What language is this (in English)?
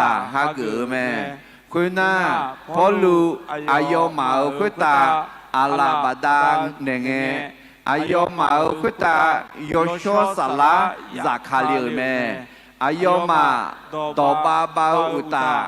Akha